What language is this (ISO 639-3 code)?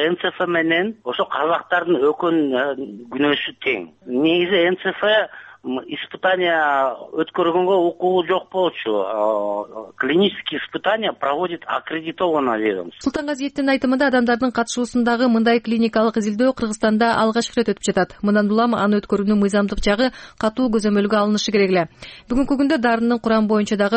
kir